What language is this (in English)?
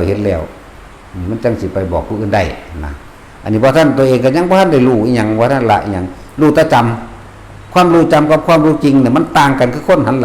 Northeastern Thai